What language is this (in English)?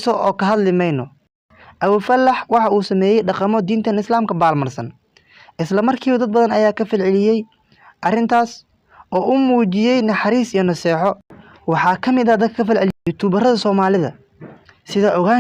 Somali